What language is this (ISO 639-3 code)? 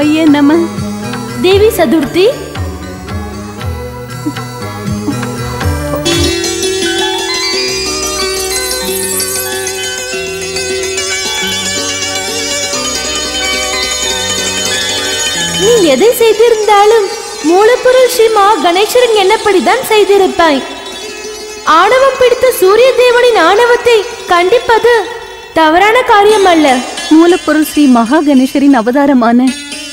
tam